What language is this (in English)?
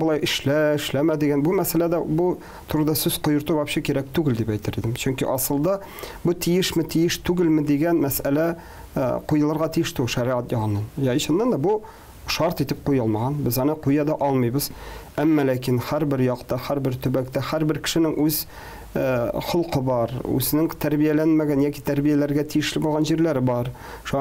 Tatar